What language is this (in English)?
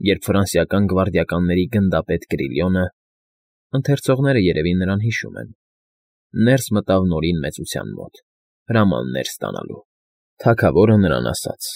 Armenian